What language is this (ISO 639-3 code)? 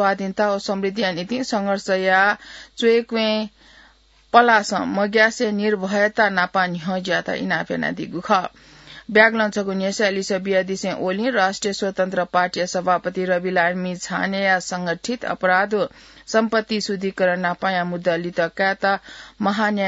new